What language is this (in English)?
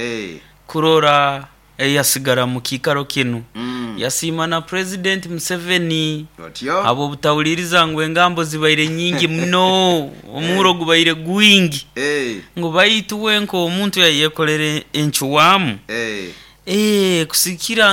Nyoro